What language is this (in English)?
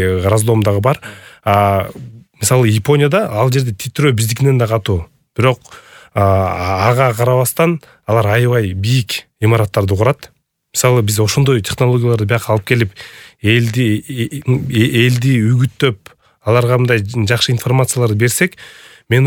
Kyrgyz